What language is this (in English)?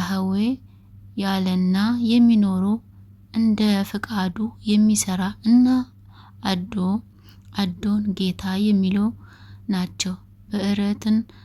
Amharic